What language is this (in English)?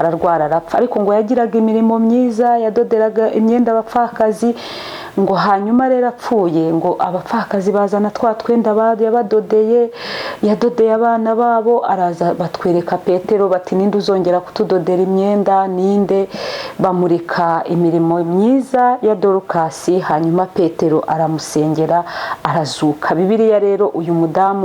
Kinyarwanda